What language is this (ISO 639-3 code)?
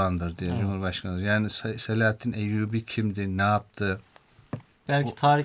tur